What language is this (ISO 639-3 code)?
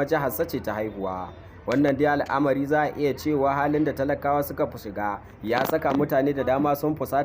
hau